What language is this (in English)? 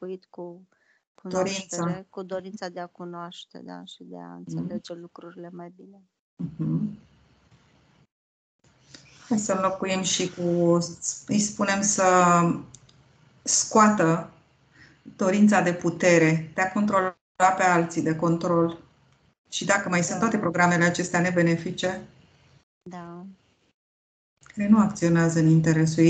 Romanian